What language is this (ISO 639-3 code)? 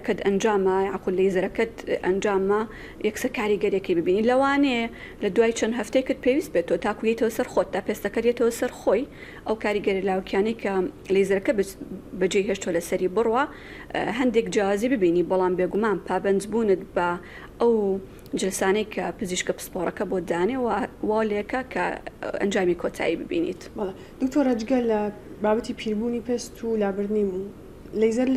ckb